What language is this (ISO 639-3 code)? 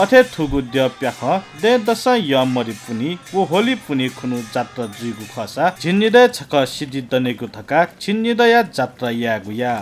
new